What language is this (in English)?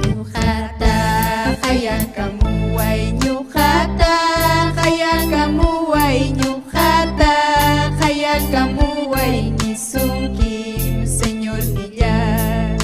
Ayacucho Quechua